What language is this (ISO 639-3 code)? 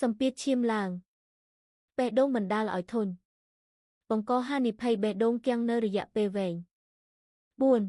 khm